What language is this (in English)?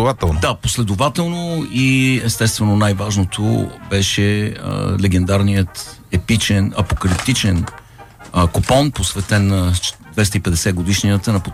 Bulgarian